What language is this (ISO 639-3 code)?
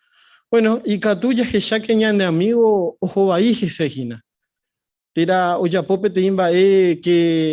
grn